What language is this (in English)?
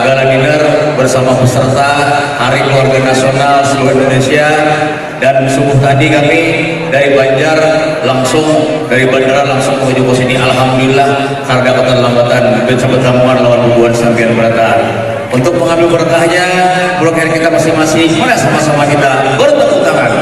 Banjar